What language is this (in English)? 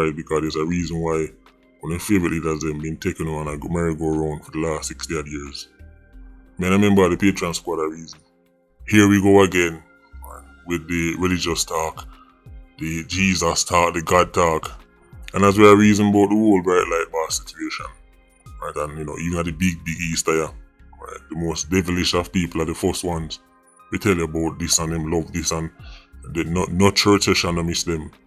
Jamaican Creole English